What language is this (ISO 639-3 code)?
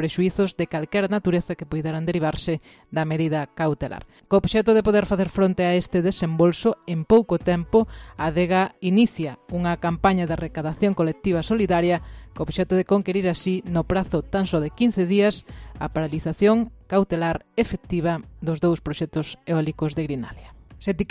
glg